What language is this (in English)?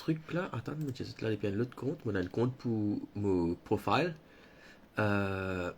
Morisyen